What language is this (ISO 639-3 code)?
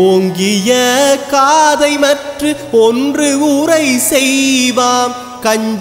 tam